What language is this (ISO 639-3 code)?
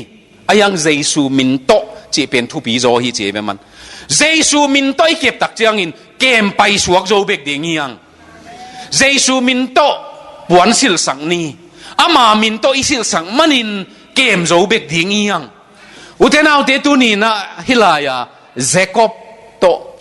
ctd